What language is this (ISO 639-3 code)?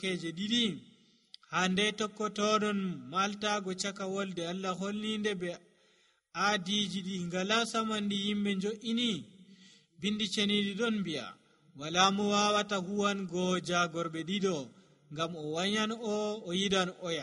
fuv